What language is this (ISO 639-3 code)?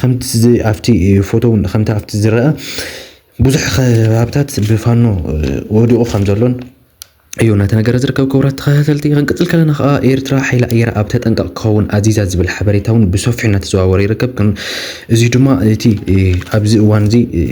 tir